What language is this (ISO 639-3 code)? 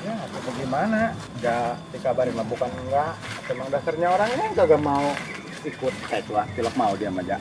bew